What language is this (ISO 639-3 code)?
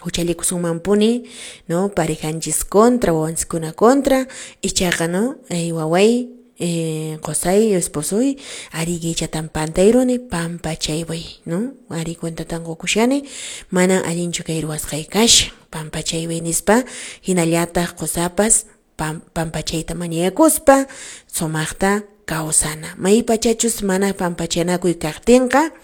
que